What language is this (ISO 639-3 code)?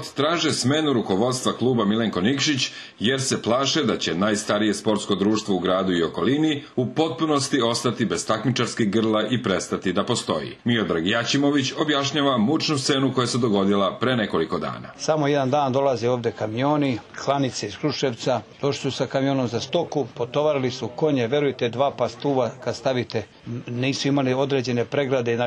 srp